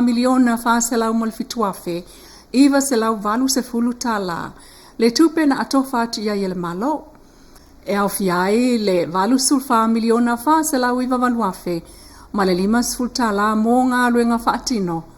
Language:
Samoan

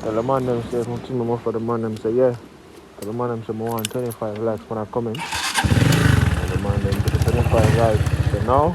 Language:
Jamaican Creole English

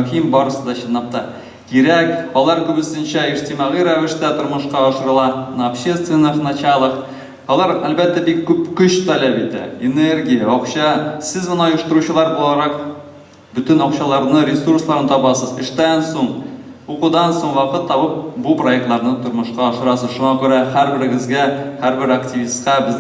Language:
Tatar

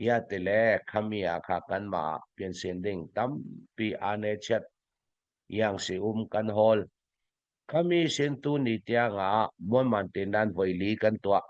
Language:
Falam Chin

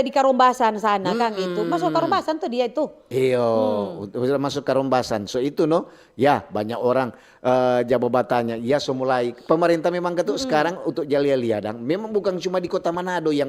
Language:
Manado Malay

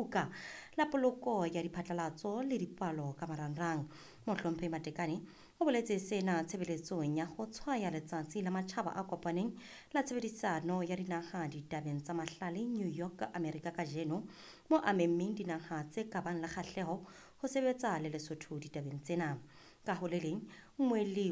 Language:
Southern Sotho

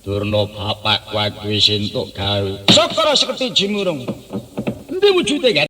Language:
Javanese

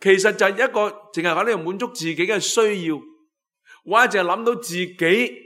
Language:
Cantonese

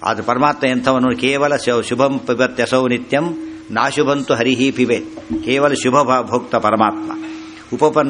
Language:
Kannada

